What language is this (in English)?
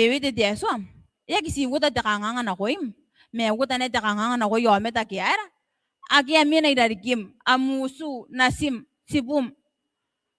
Gilbertese